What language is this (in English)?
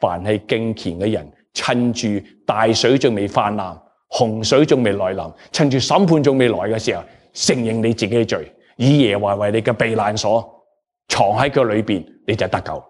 Cantonese